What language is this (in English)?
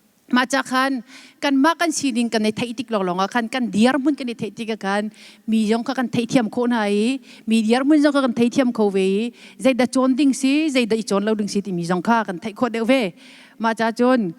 Hakha Chin